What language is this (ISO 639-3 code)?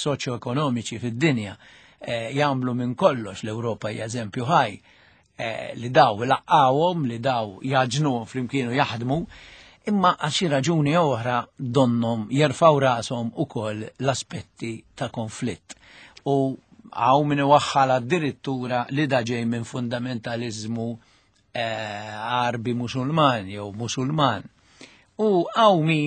mlt